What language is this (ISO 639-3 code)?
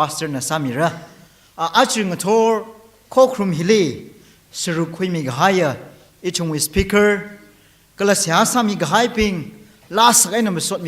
nmf